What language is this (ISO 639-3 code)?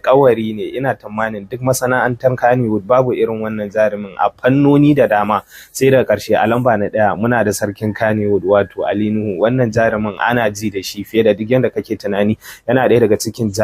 hau